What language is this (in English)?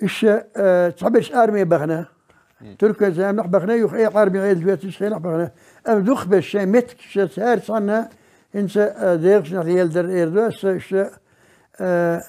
Chechen